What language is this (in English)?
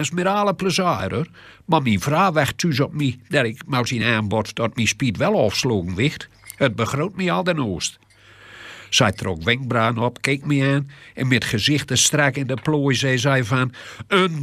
Gronings